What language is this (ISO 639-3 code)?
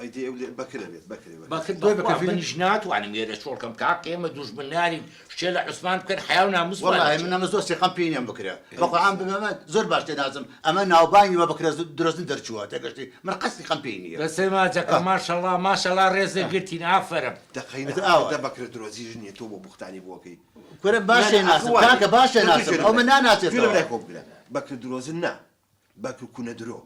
ckb